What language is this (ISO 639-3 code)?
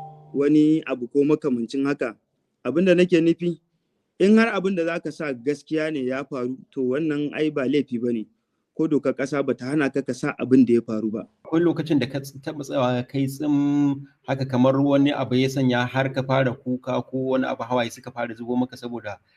hau